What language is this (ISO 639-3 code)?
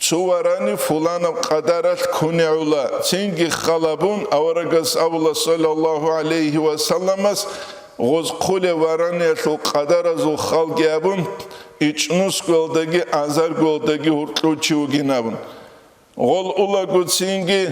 ava